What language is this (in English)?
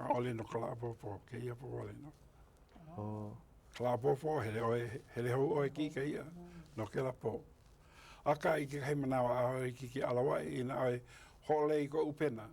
Hawaiian